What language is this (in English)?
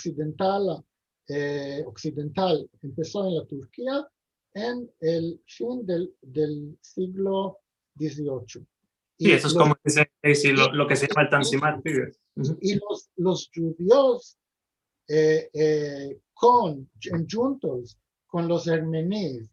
Ladino